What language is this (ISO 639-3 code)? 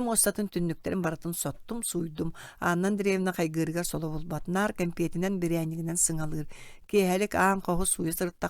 sah